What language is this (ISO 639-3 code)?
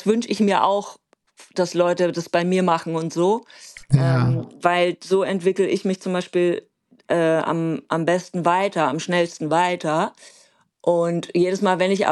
deu